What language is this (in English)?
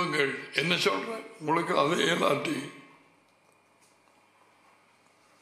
Tamil